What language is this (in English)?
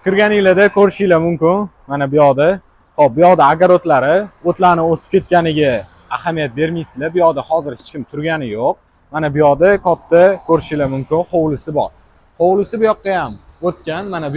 Uzbek